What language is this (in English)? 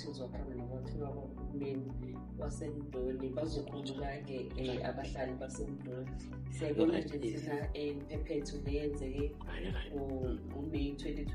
Zulu